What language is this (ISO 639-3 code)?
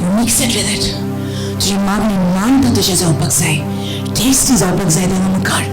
kok